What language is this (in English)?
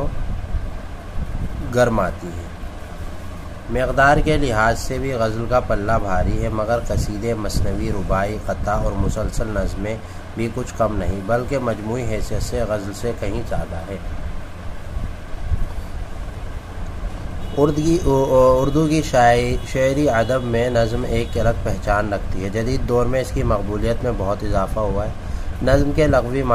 Urdu